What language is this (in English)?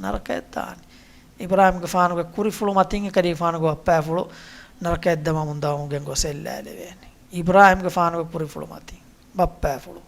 Divehi